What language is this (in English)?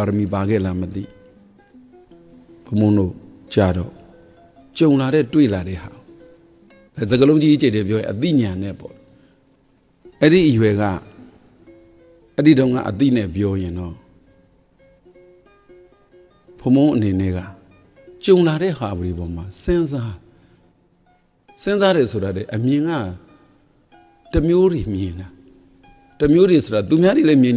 Burmese